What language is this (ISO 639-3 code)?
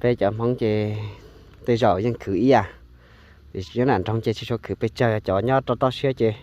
hmn